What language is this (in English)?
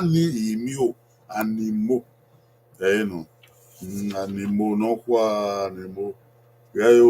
Bini